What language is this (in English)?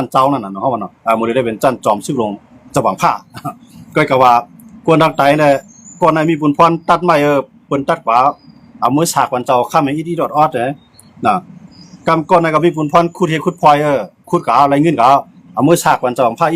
Shan